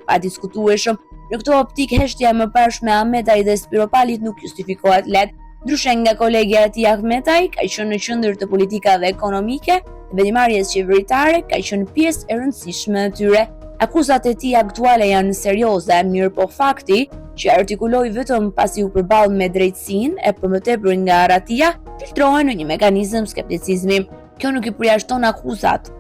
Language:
Albanian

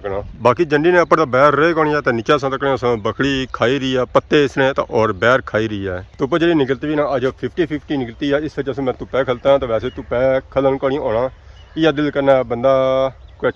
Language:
Pahari-Potwari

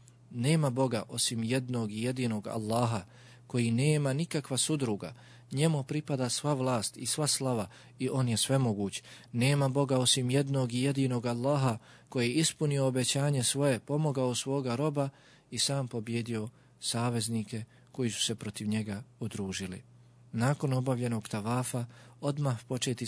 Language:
Bosnian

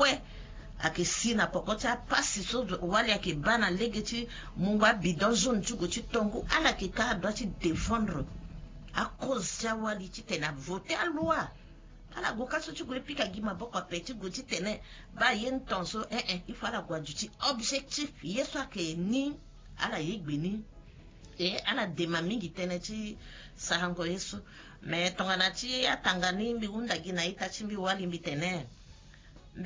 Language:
Sango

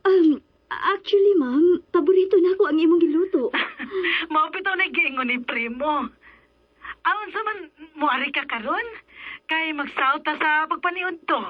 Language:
Cebuano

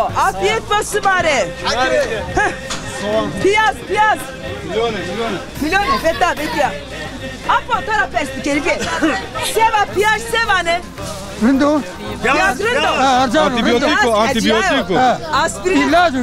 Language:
Zaza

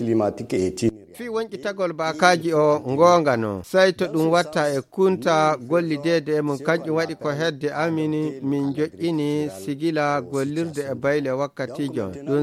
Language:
Fula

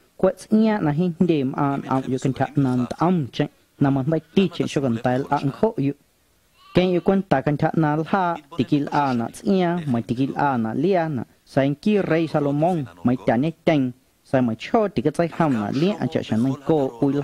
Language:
Guerrero Amuzgo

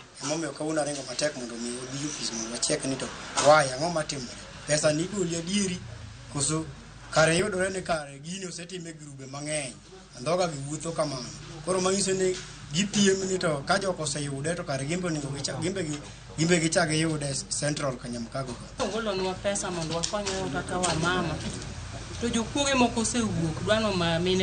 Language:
Luo (Kenya and Tanzania)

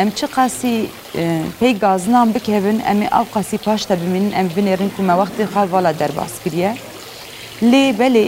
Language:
Kurdish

